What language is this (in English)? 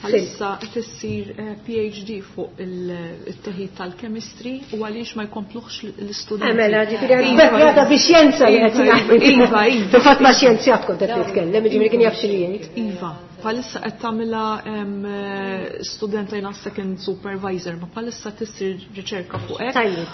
Maltese